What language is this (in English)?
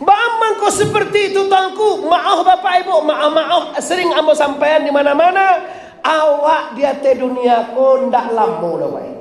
Minangkabau